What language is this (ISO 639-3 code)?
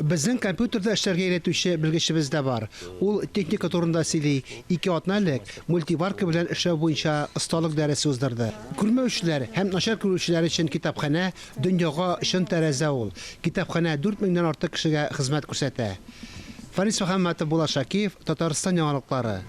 tat